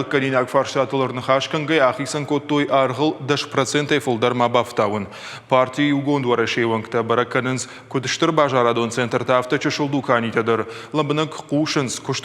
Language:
Ossetic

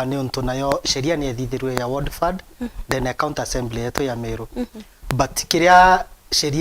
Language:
Meru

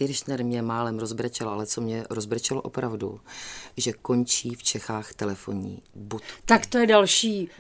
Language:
Czech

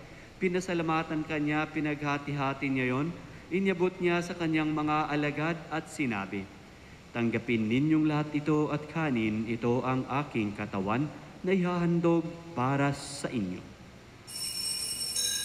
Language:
Filipino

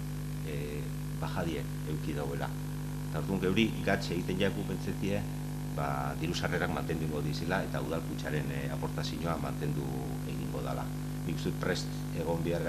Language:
Basque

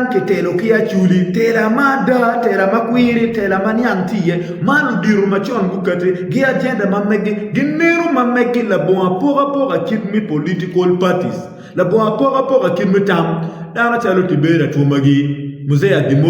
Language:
Acoli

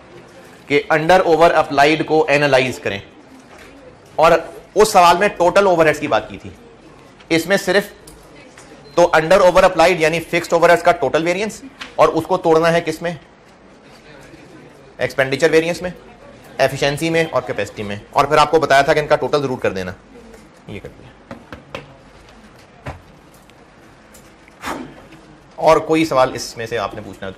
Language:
Hindi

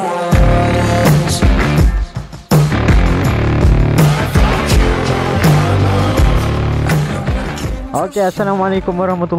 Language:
Malay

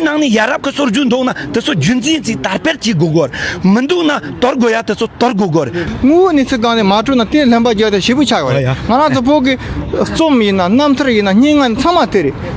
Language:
Tibetan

